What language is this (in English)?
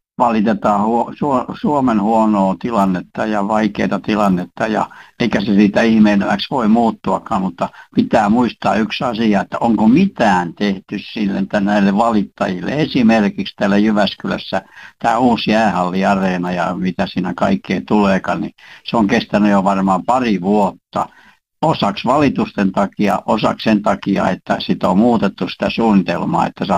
Finnish